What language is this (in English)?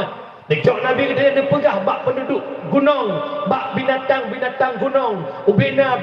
Achinese